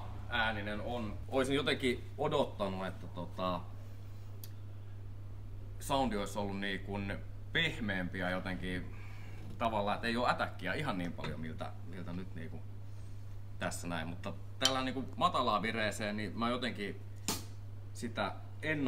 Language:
Finnish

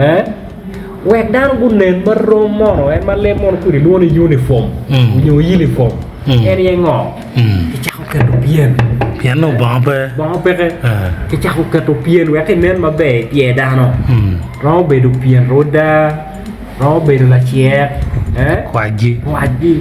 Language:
Acoli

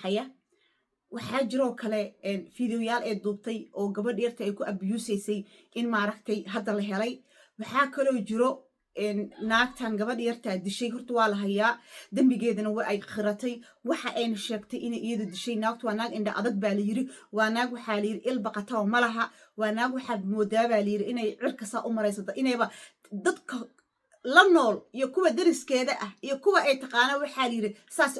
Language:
Somali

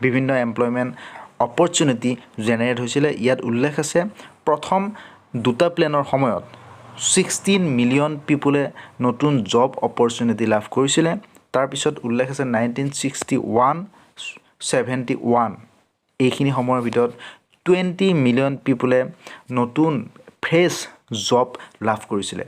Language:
Assamese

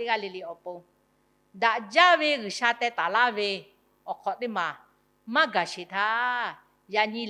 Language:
Lahu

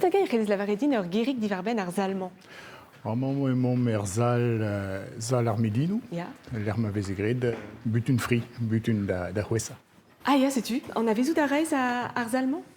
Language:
Breton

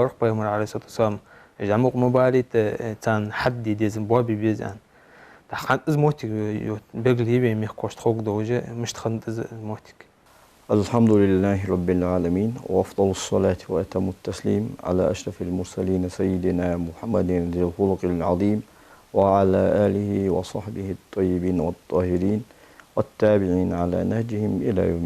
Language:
Ingush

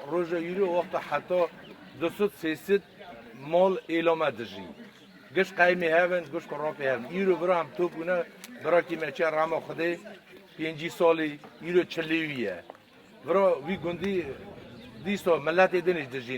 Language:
Kurdish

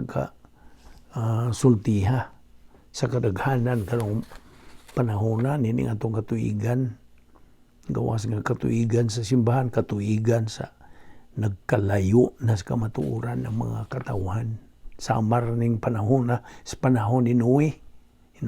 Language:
Cebuano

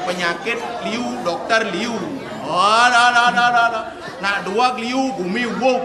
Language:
Balinese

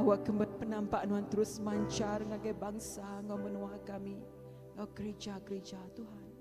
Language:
Iban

